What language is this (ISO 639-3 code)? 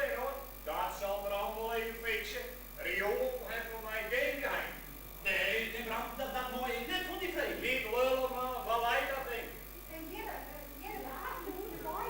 fry